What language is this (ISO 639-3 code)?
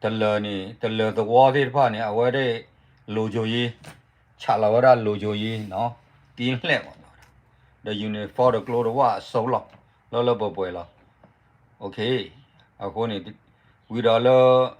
ksw